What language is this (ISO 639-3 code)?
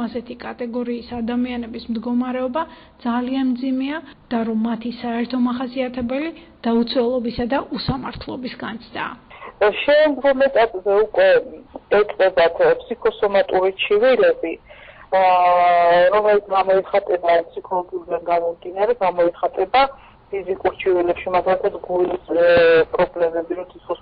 kat